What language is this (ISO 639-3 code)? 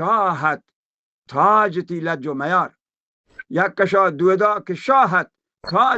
bal